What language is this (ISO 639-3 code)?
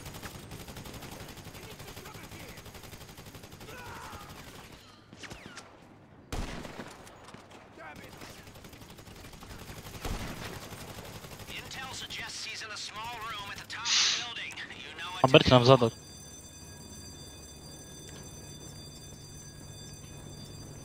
slk